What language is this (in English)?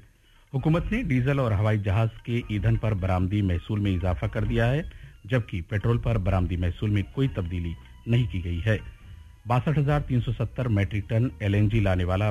Urdu